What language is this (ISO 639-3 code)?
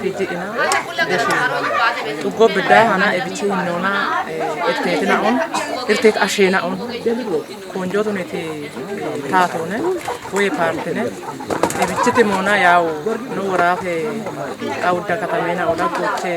kbr